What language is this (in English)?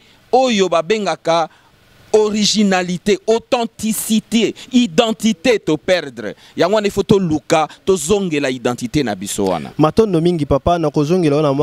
Lingala